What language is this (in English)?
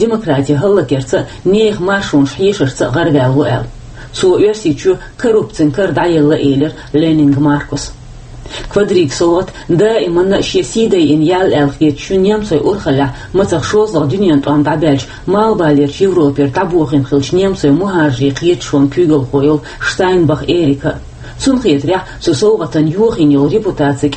Chechen